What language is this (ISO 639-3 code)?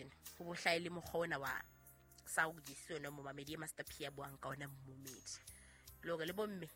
sot